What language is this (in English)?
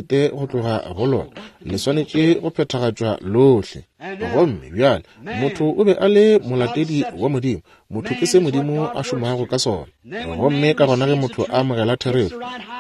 Northern Sotho